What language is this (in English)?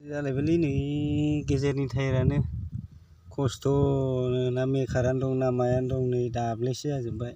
Bodo